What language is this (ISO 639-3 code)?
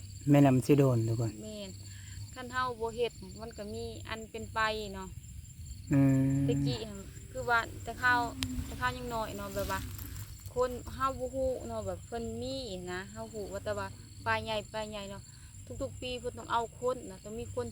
lao